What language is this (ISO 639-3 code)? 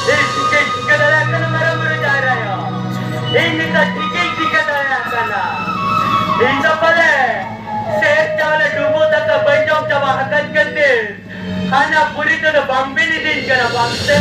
sat